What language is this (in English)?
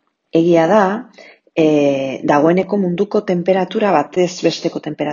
Basque